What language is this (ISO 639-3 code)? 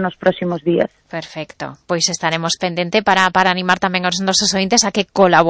glg